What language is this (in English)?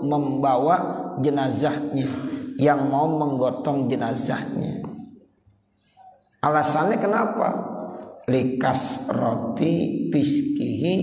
Indonesian